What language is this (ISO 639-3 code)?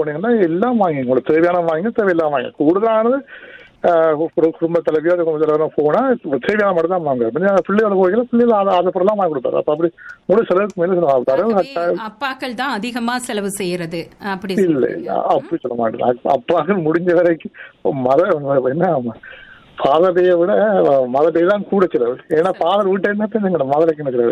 tam